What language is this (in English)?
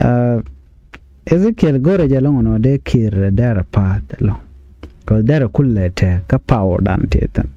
Nuer